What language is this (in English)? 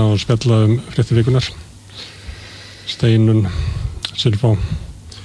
Icelandic